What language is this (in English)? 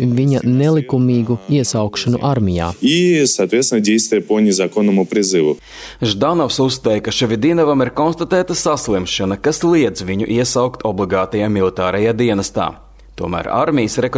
Latvian